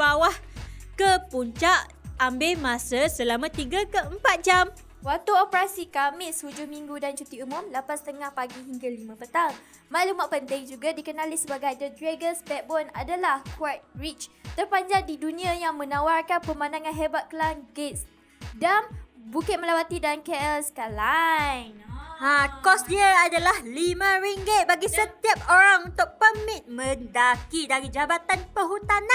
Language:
Malay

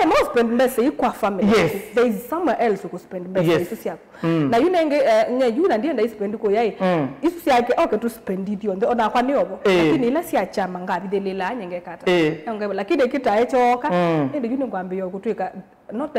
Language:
Kamba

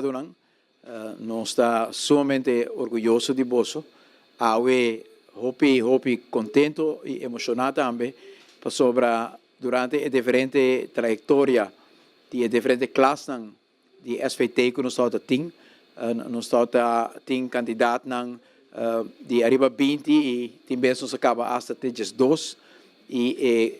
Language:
Papiamento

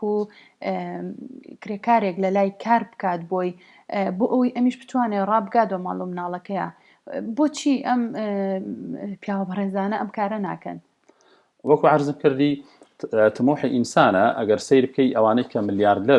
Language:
Central Kurdish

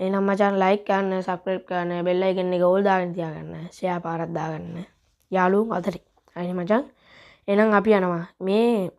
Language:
Sinhala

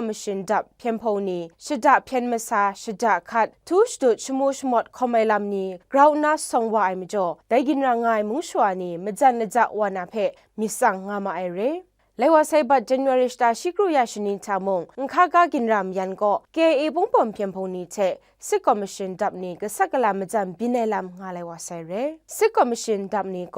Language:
Kachin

